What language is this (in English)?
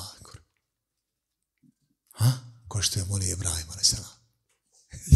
Bosnian